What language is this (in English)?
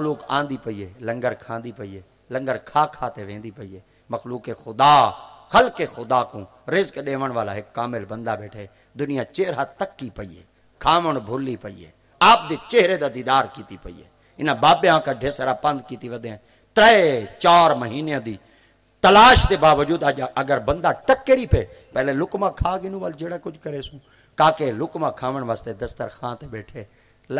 Saraiki